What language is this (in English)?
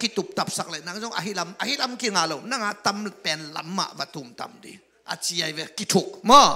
Tedim Chin